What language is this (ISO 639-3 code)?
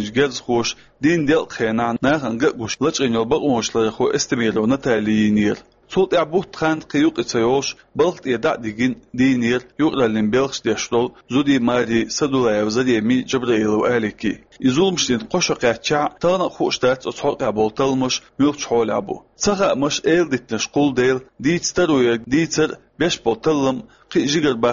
che